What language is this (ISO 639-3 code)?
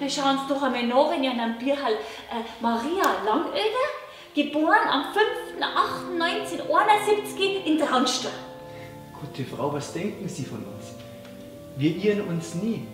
bar